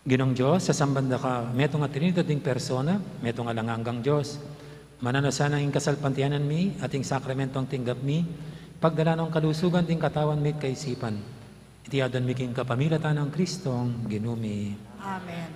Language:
Pampanga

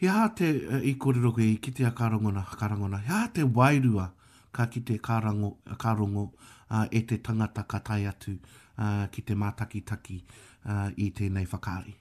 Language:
Māori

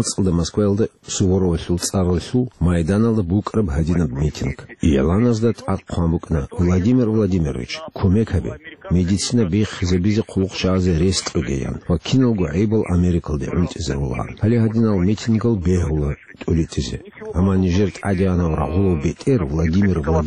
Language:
Avaric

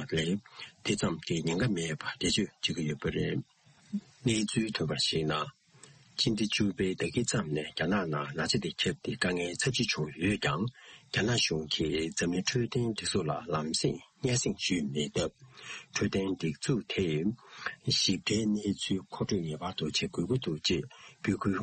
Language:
Tibetan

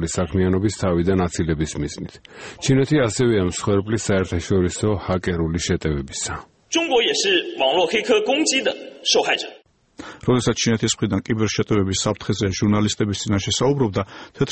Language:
Georgian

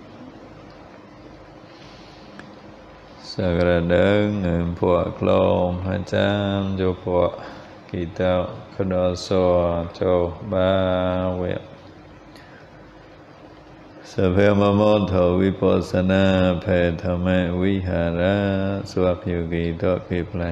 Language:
Vietnamese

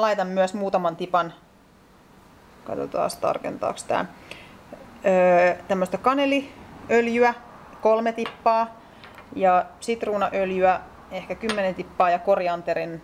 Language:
Finnish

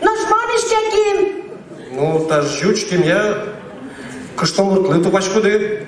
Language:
Udmurt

